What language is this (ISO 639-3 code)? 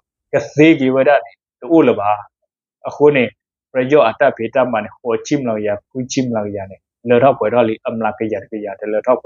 ksw